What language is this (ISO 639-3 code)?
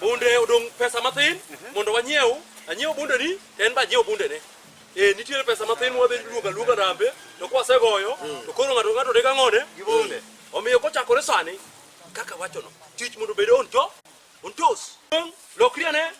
luo